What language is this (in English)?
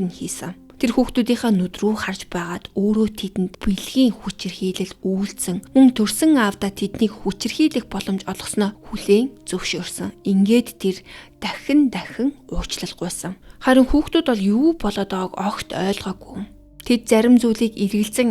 Mongolian